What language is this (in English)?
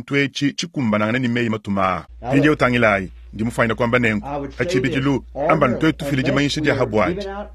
Luba-Lulua